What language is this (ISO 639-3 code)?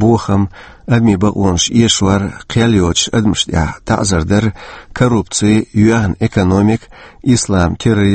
che